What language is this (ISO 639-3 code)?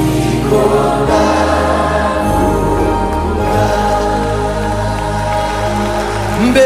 kin